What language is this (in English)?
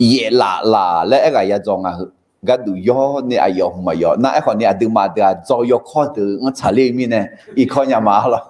Akha